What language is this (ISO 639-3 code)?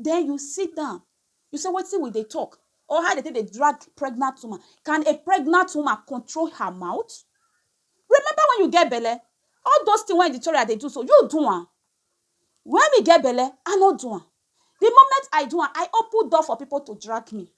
pcm